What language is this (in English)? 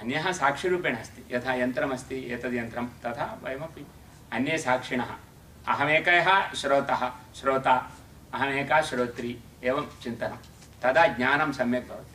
Sanskrit